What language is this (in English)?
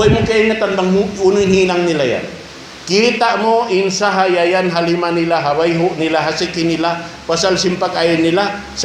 Tausug